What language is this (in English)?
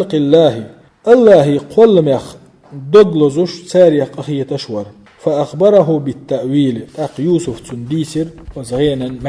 Chechen